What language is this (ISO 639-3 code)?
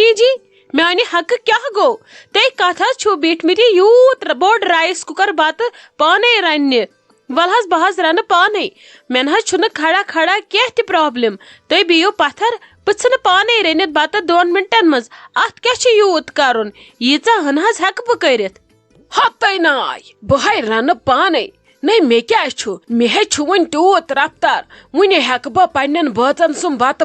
kas